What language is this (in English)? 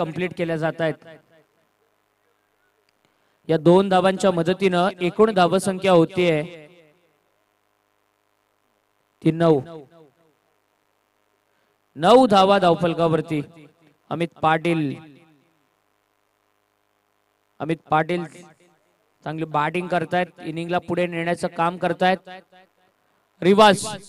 Marathi